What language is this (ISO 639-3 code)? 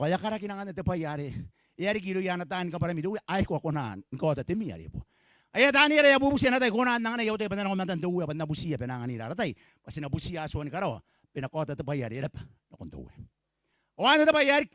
gil